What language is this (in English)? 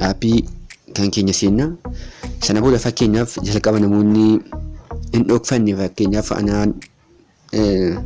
Oromo